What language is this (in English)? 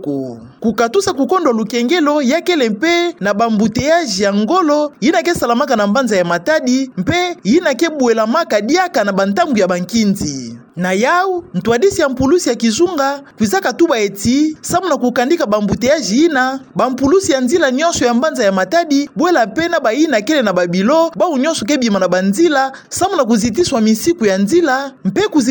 Kituba (Democratic Republic of Congo)